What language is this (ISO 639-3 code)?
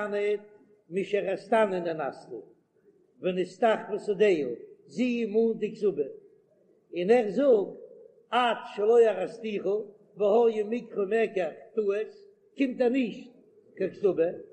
yid